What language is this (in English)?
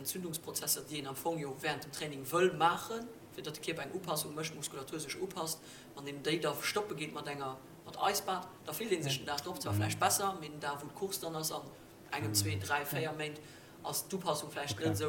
Luxembourgish